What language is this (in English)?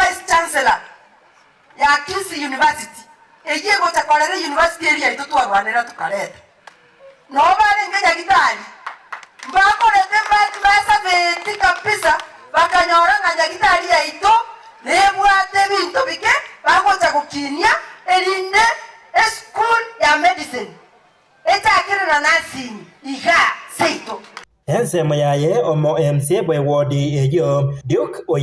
Gusii